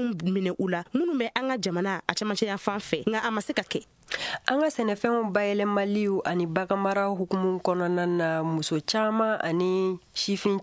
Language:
Bambara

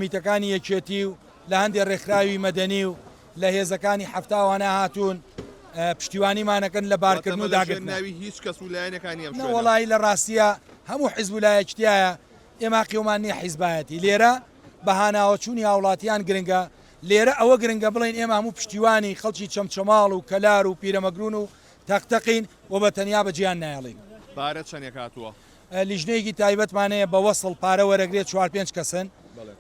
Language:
Central Kurdish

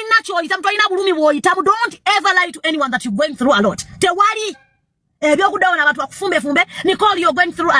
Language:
Ganda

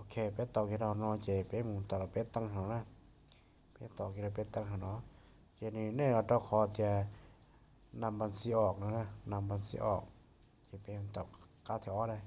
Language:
Hmong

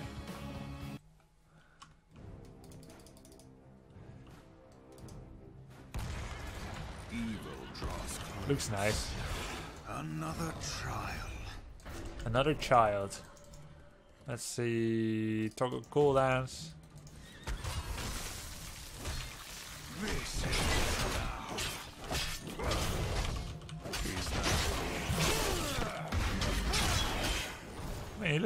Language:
English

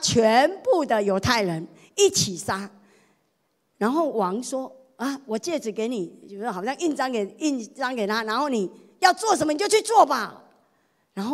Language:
Chinese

